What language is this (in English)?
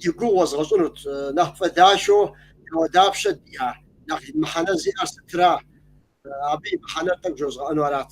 Kabardian